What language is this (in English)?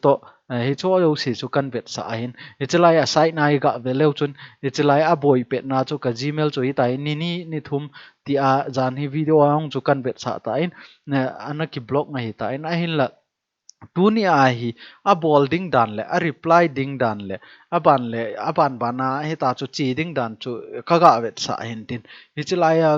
Thado Chin